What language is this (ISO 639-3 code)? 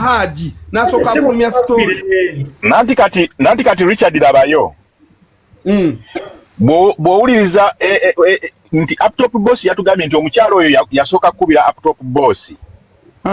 lug